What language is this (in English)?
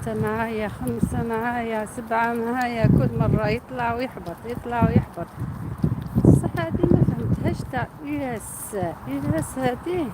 Algerian Arabic